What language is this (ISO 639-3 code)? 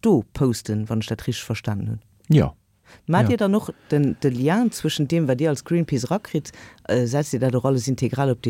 ltz